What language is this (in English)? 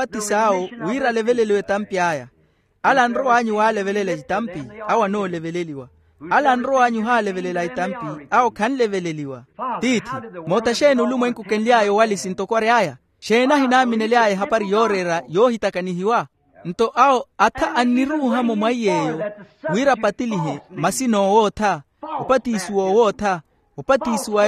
Makhuwa